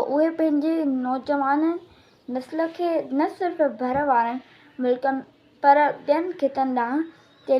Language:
Sindhi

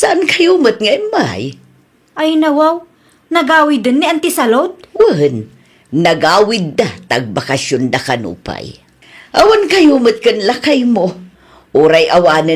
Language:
Iloko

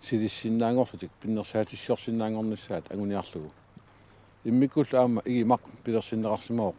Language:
Kalaallisut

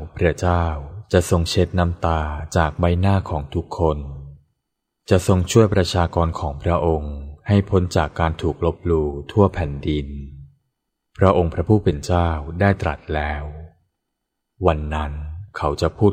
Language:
Thai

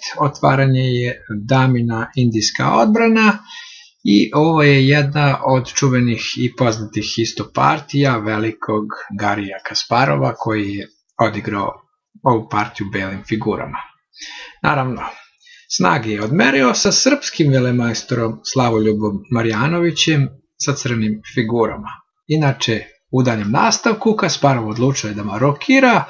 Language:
Serbian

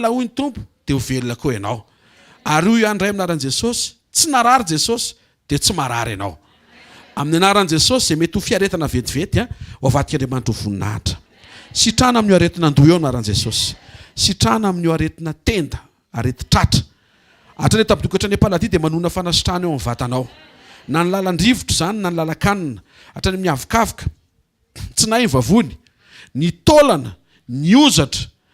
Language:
Malagasy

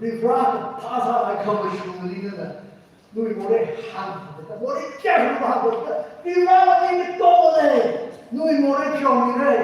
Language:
Tangkhul Naga (India)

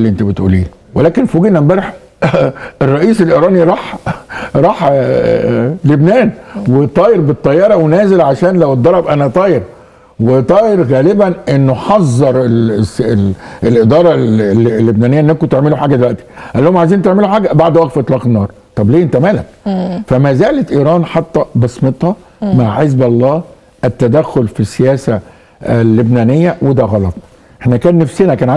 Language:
Egyptian Arabic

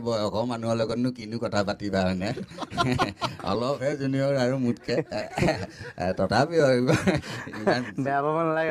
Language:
Assamese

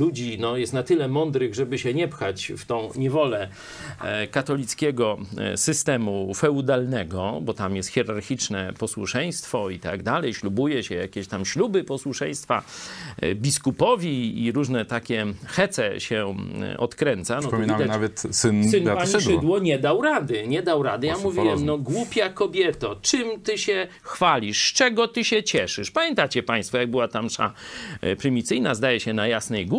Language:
Polish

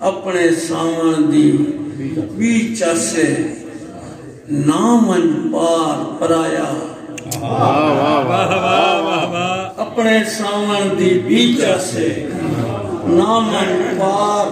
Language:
Saraiki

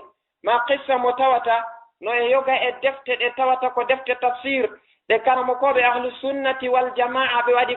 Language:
Fula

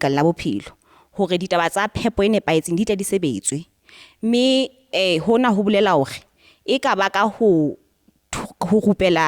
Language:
Southern Sotho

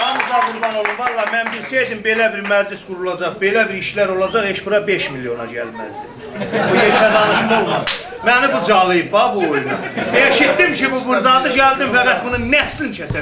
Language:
South Azerbaijani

